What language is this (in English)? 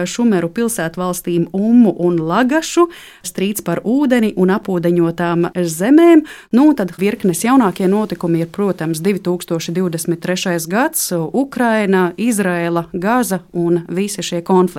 Latvian